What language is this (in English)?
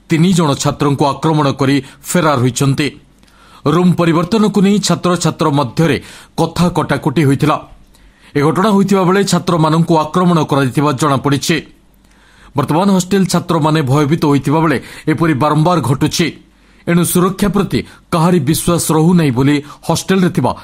Odia